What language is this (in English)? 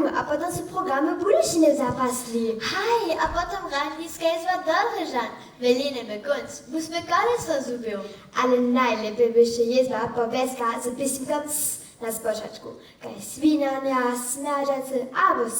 Upper Sorbian